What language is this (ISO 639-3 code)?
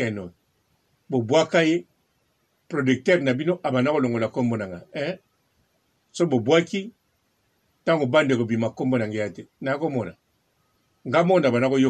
lin